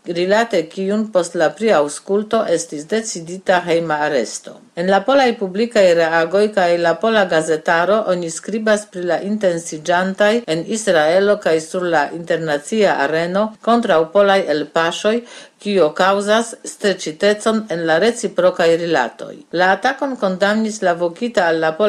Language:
Esperanto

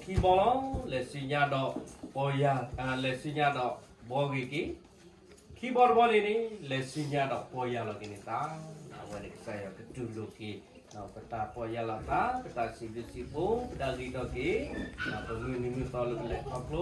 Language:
S'gaw Karen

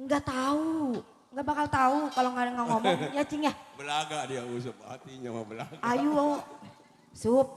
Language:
Betawi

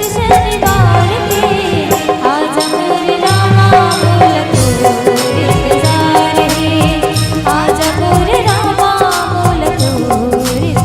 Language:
Chhattisgarhi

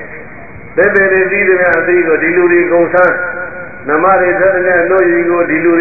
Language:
Burmese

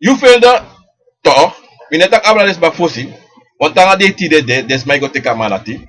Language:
Sranan Tongo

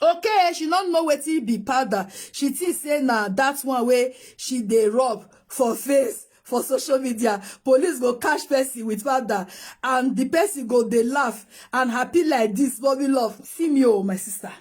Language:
Nigerian Pidgin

